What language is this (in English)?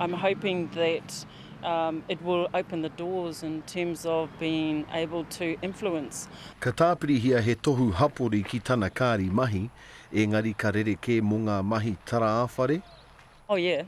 Māori